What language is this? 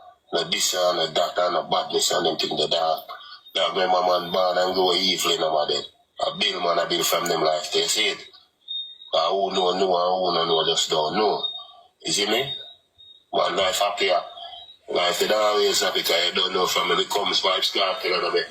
Jamaican Creole English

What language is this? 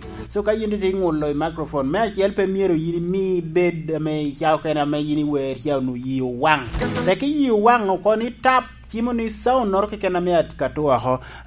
Lango (Uganda)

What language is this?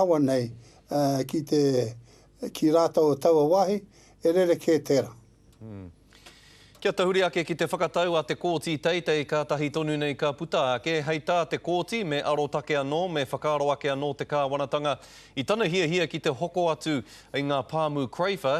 Māori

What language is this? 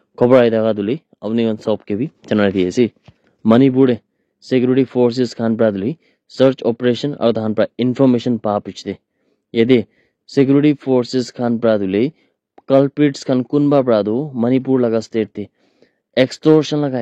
Naga Pidgin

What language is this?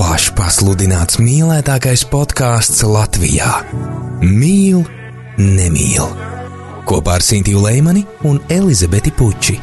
Latvian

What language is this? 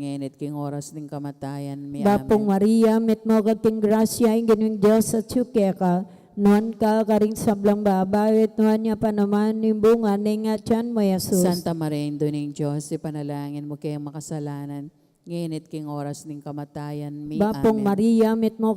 Pampanga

